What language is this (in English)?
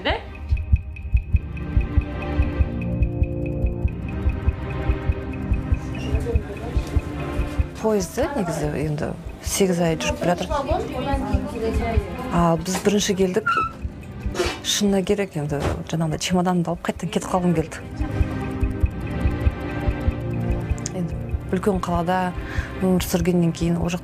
Kazakh